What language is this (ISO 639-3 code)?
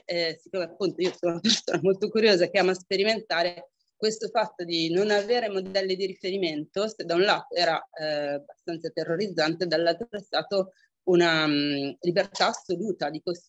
ita